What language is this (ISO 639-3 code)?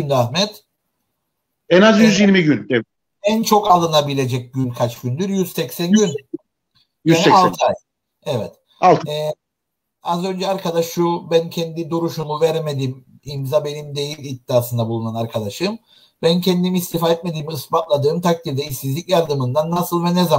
tur